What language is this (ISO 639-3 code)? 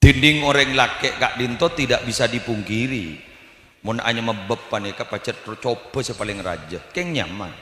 mad